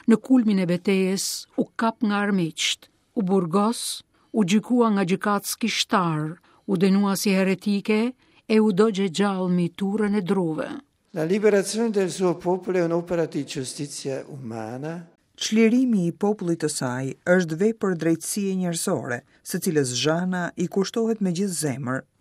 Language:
Albanian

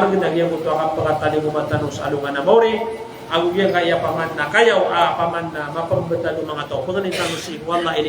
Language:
Maranao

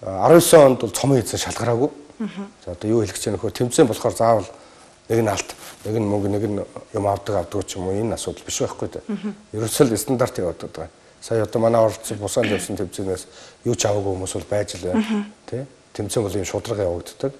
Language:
Mongolian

